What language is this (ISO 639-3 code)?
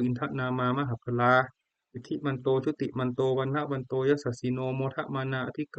pli